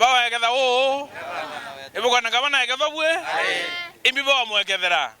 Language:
Meru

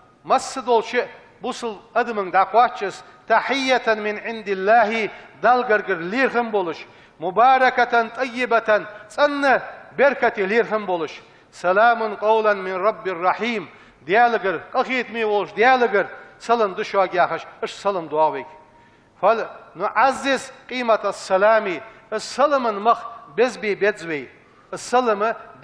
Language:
Ingush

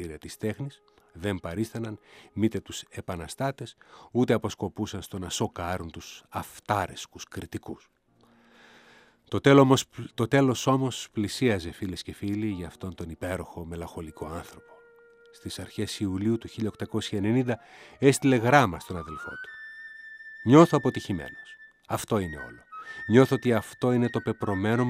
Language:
Greek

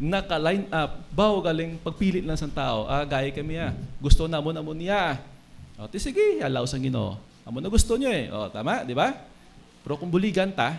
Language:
Hiligaynon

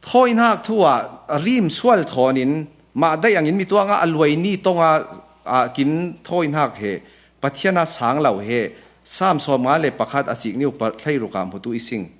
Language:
Falam Chin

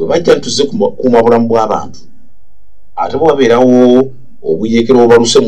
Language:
Ganda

